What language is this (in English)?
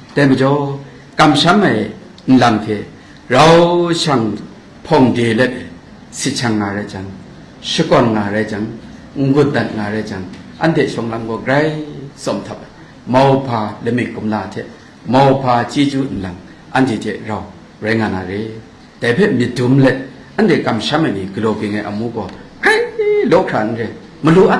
Kachin